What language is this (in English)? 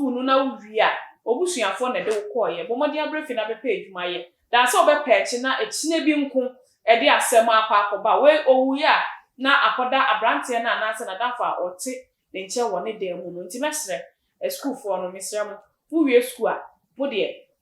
Akan